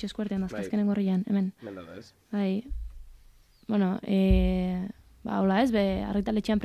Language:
Basque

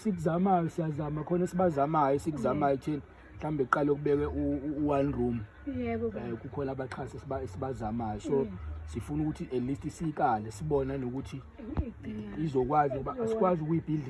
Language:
Zulu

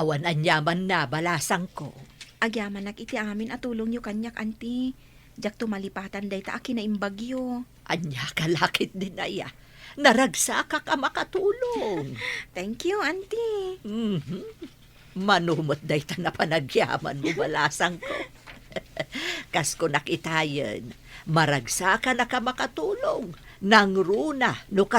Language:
Iloko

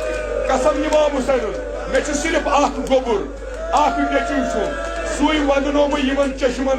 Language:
Kashmiri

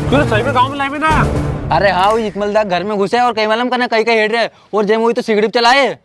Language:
Rajasthani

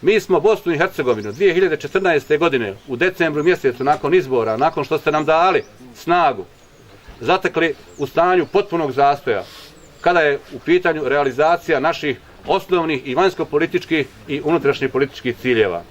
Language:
Bosnian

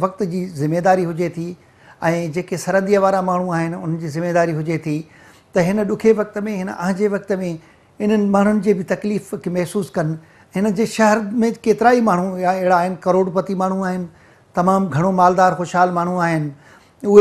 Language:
Sindhi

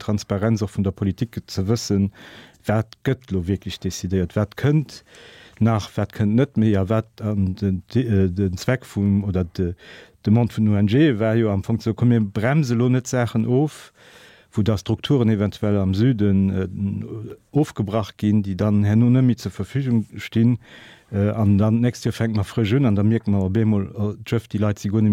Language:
Luxembourgish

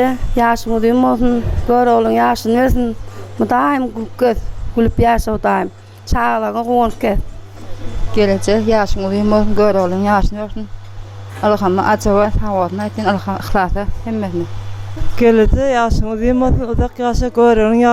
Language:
Turkmen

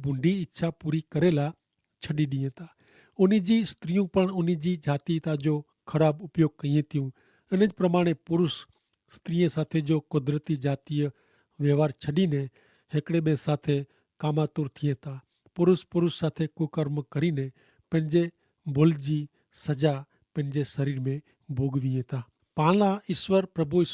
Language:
Kachhi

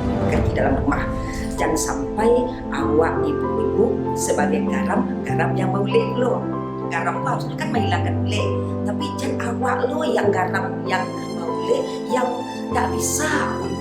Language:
Minangkabau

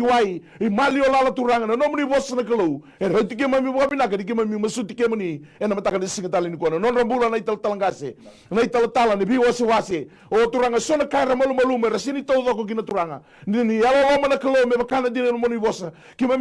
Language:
Fijian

